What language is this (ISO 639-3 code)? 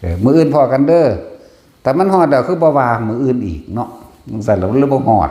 tts